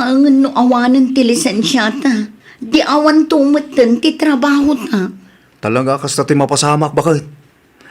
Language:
Iloko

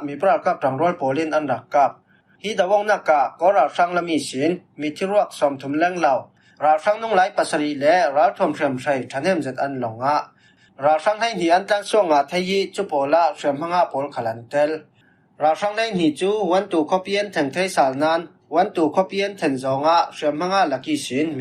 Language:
Falam Chin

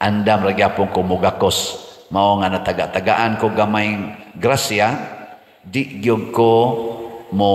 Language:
Cebuano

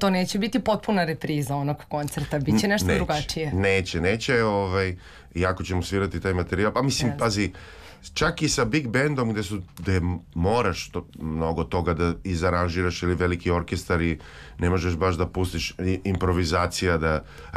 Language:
Serbian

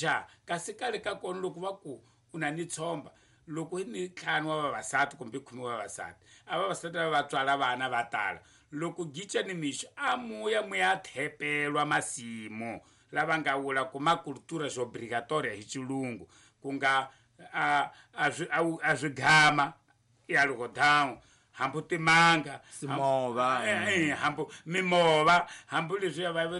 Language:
Tsonga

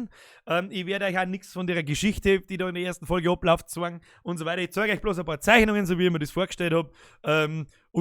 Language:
Bavarian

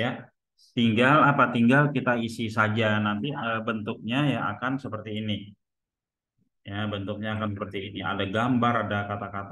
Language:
Indonesian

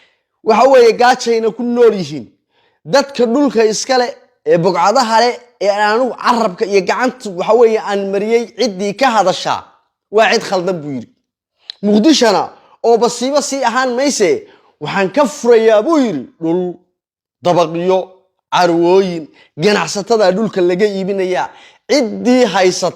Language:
Somali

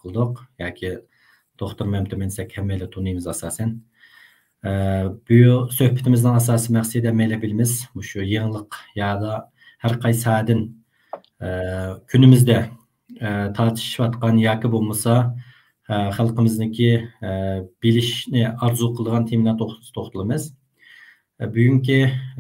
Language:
Uyghur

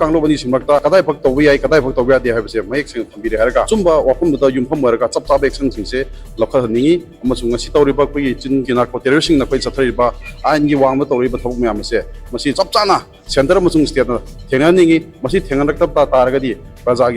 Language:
Manipuri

